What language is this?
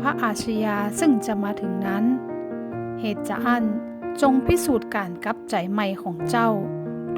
Northern Thai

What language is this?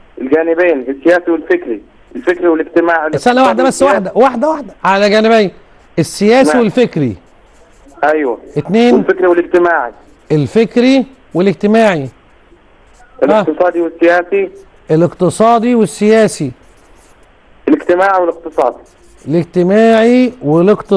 Egyptian Arabic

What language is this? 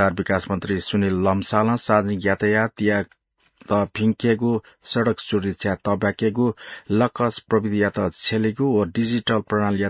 Newari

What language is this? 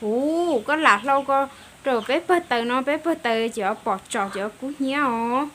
Hmong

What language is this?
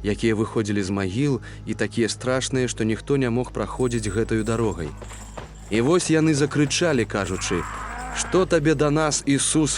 Belarusian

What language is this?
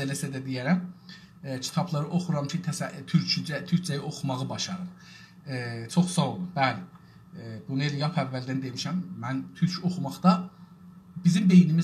South Azerbaijani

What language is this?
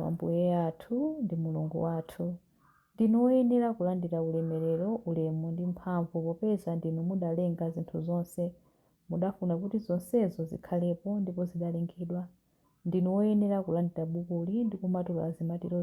Nyanja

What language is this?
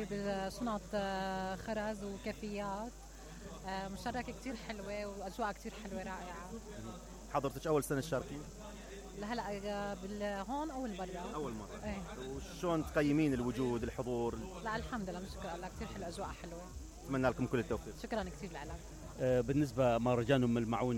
Mesopotamian Arabic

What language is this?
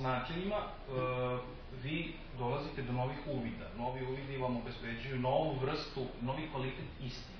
Serbian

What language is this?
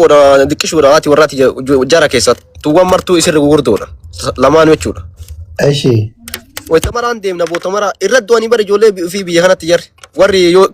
Oromo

